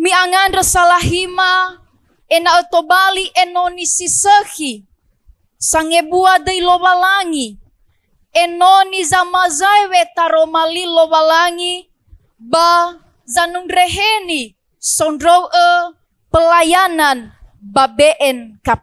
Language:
Nias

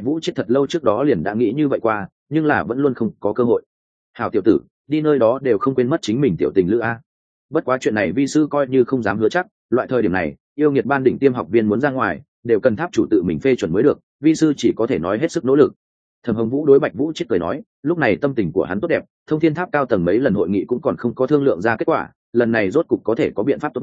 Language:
Vietnamese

